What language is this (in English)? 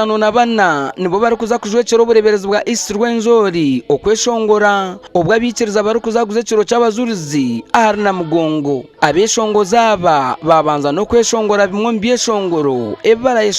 Nyankole